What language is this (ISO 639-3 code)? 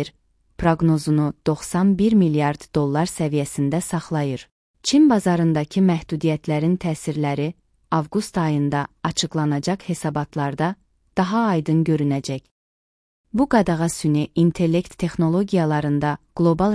aze